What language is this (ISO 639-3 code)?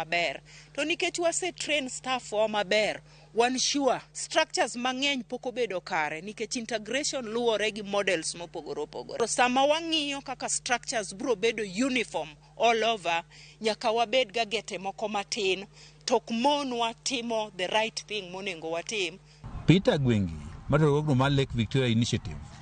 luo